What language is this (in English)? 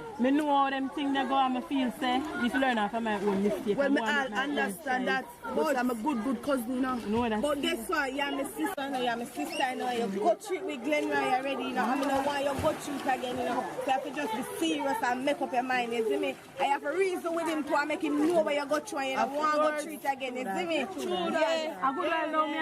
Jamaican Creole English